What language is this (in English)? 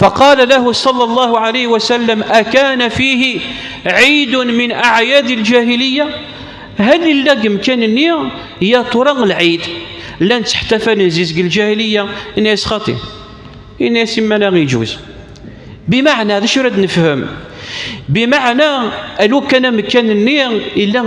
Kabyle